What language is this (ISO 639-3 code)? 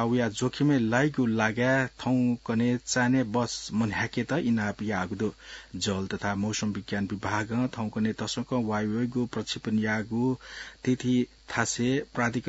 new